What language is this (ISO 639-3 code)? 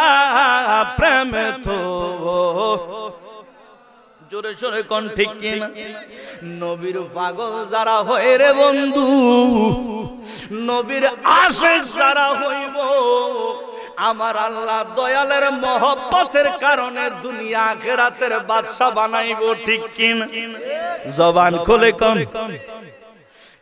ben